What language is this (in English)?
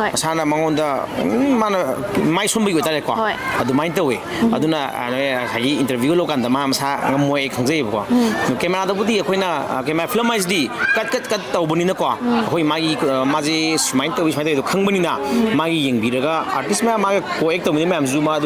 Manipuri